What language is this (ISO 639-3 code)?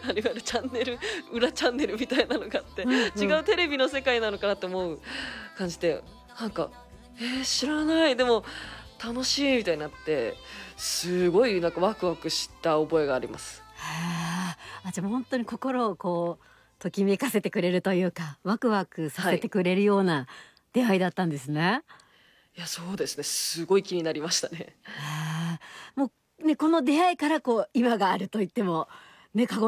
jpn